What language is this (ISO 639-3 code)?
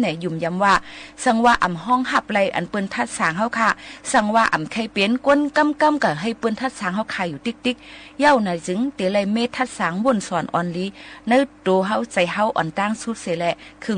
shn